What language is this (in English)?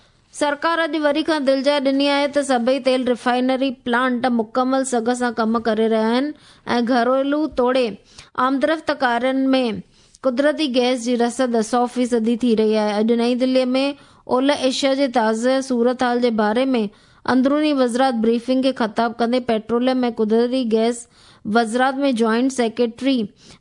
Sindhi